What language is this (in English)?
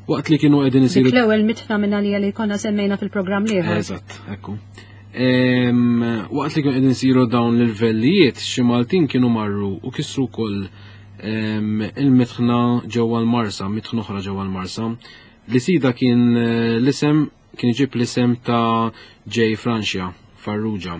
Maltese